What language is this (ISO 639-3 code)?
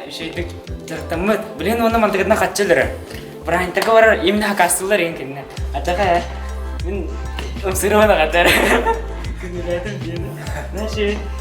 sah